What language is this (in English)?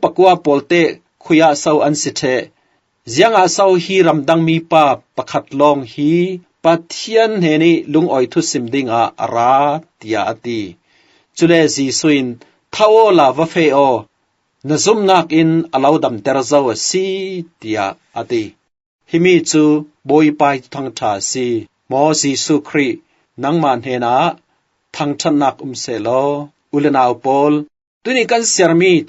Falam Chin